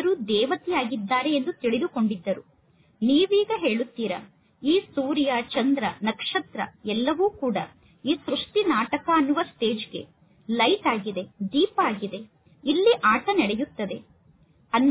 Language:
Kannada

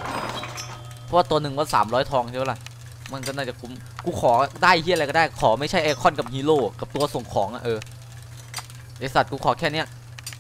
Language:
Thai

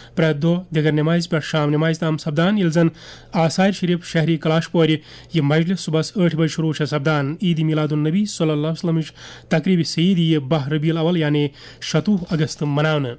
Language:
Kashmiri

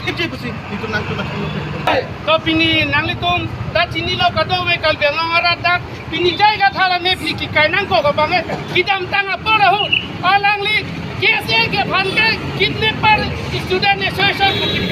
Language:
Karbi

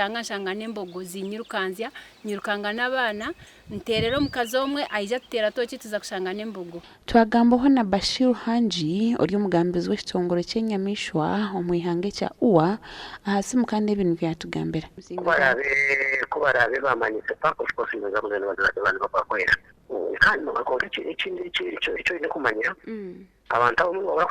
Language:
Nyankole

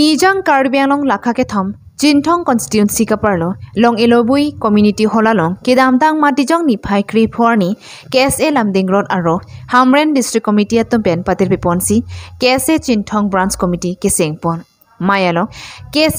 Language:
Karbi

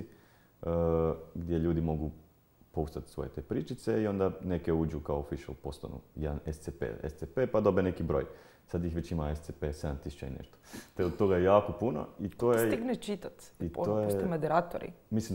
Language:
Croatian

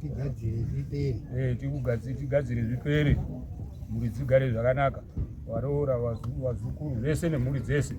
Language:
Shona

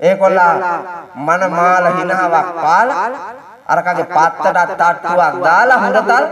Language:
Sinhala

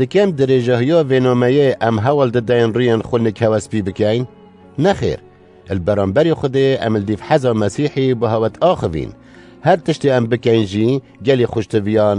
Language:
Kurdish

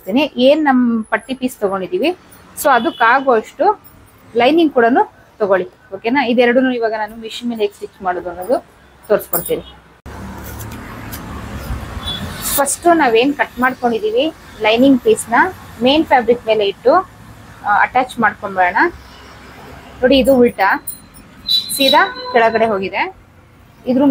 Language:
Kannada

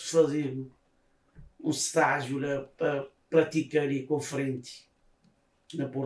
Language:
Kabuverdianu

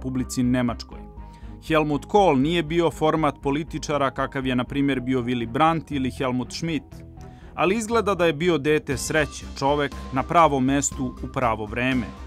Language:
Serbian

